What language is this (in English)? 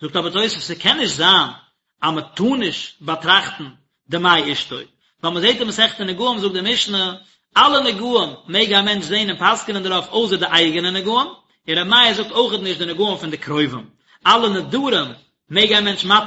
Yiddish